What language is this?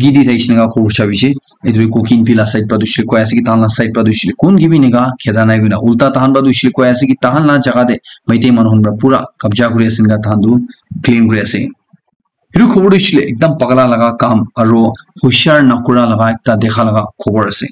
Naga Pidgin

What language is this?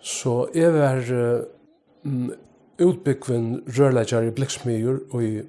Faroese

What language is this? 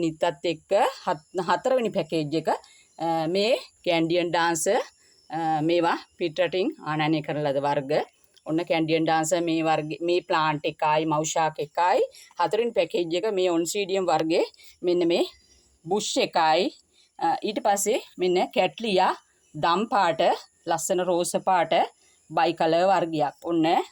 Sinhala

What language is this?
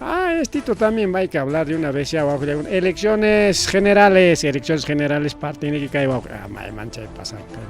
Ayacucho Quechua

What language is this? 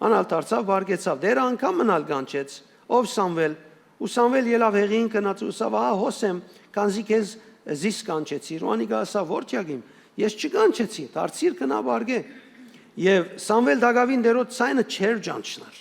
Western Armenian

